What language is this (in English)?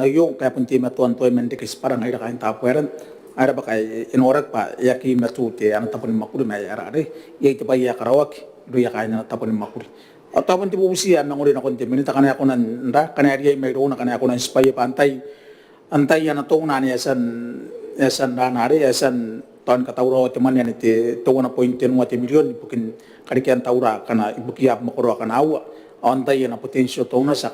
Gilbertese